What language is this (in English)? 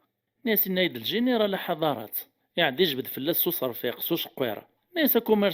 Kabyle